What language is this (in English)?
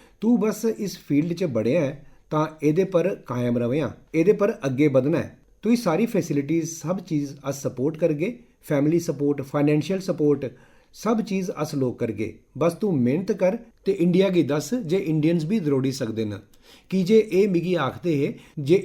Dogri